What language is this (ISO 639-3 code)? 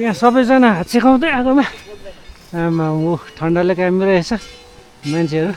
nep